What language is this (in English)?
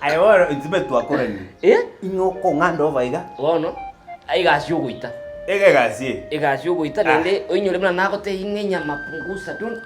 Gusii